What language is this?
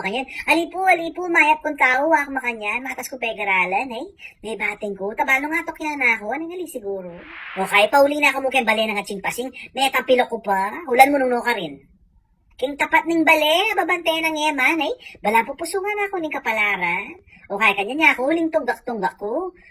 Pampanga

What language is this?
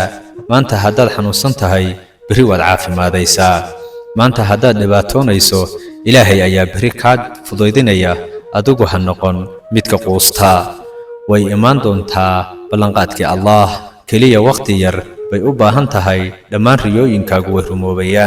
Somali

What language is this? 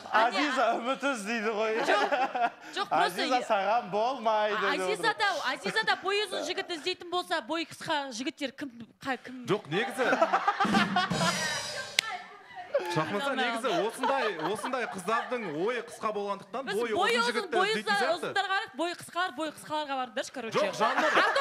Kazakh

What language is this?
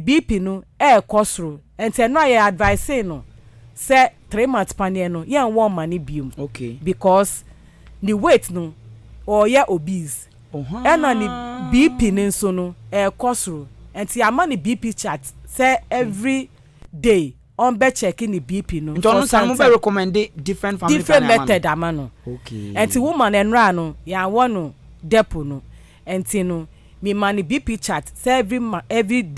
Akan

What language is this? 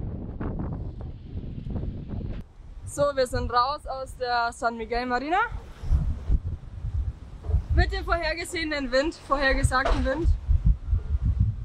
German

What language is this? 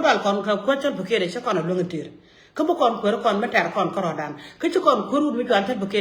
Nuer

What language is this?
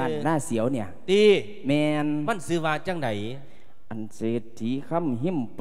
Lao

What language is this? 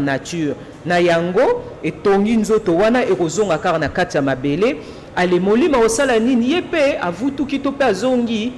Lingala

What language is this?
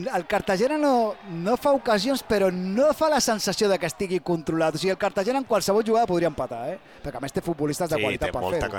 Catalan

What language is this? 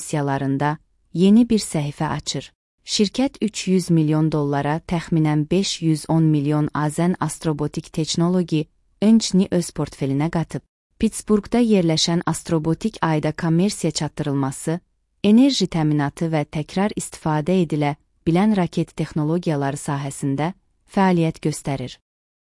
Azerbaijani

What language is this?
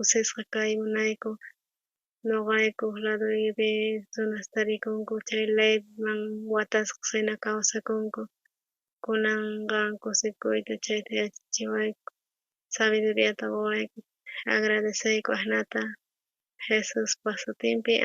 South Bolivian Quechua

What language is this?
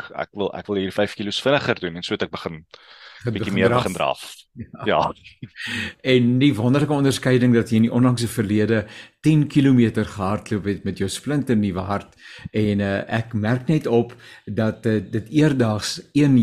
Afrikaans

